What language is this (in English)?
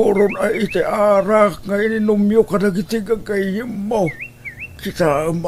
Iloko